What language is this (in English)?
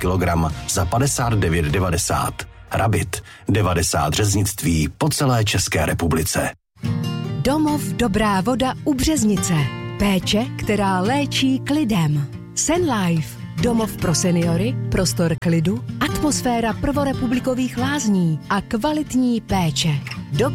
Czech